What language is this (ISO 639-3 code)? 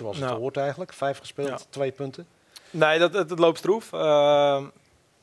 nld